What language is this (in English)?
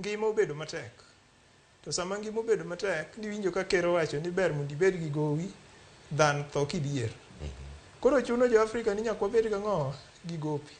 Luo (Kenya and Tanzania)